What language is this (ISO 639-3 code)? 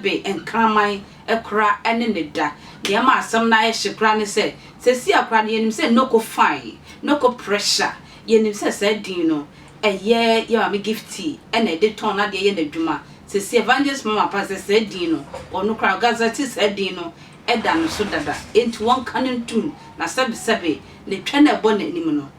aka